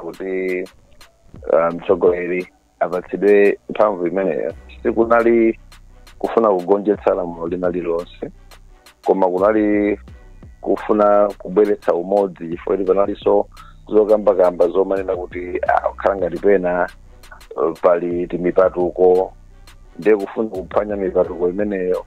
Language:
Nyanja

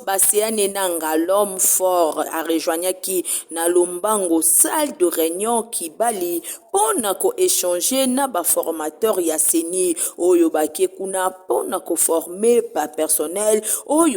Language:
Lingala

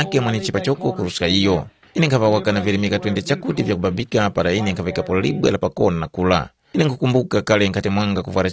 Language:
Tumbuka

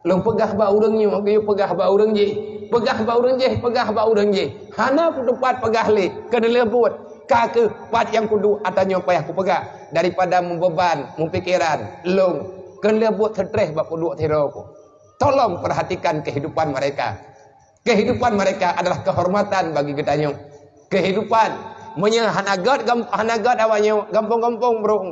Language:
Achinese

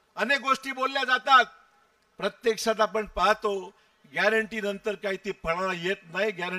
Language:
Marathi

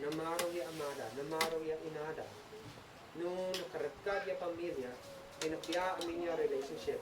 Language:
Isnag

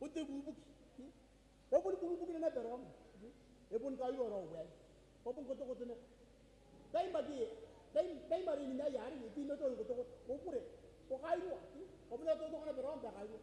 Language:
Gilbertese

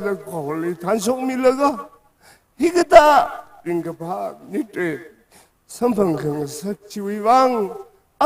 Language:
Tangkhul Naga (India)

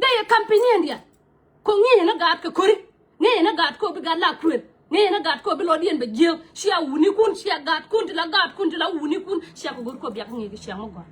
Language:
Nuer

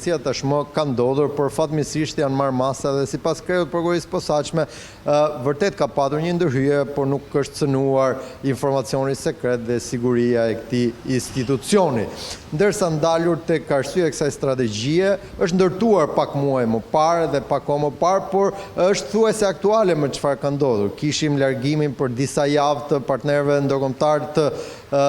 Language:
Albanian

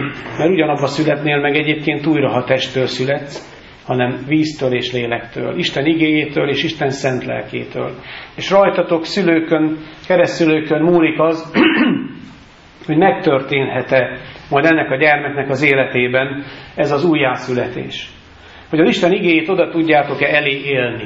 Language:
Hungarian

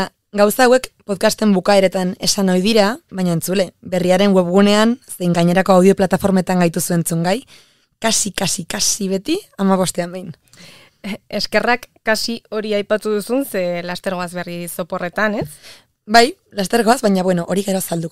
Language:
Basque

